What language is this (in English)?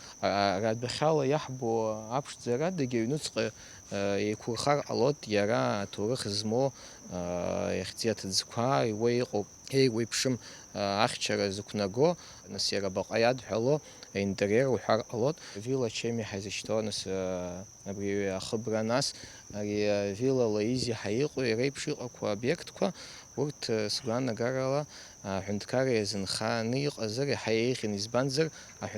Abkhazian